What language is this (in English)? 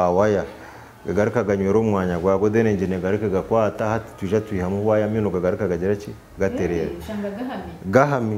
Nyankole